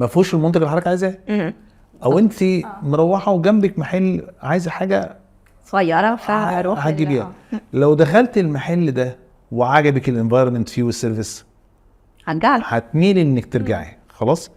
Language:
Egyptian Arabic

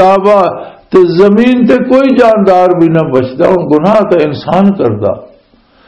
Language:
Western Panjabi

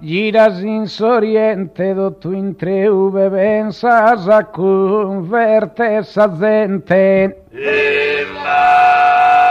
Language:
Sardinian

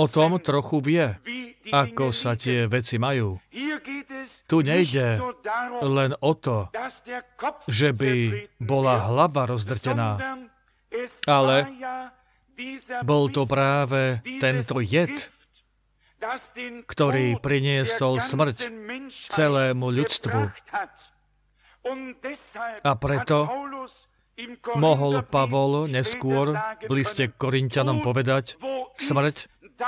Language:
Slovak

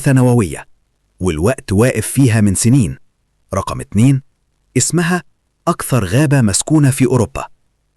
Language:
Egyptian Arabic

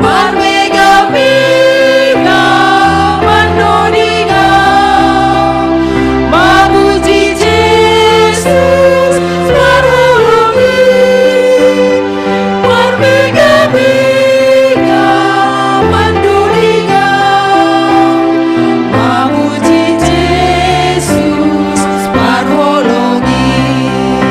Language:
Batak Simalungun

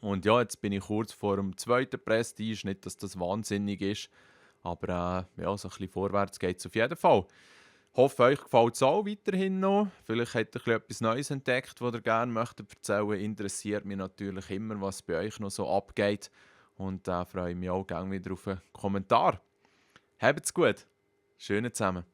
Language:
Swiss German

